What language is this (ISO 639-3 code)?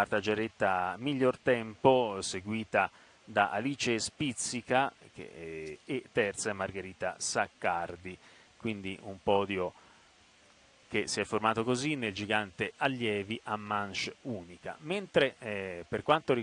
ita